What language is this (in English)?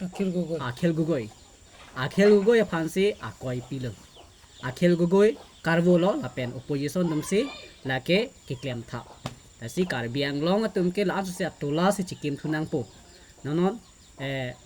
Karbi